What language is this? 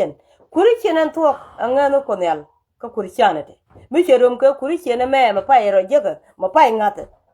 Nuer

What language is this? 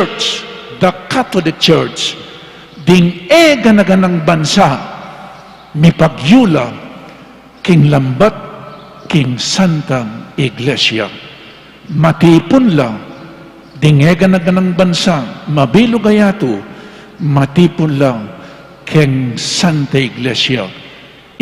Pampanga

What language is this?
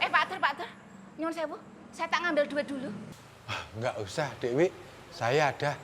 Betawi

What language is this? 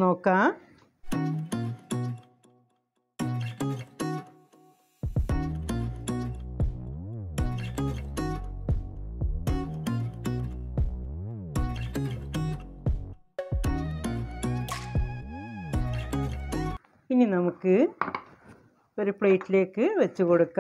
Malayalam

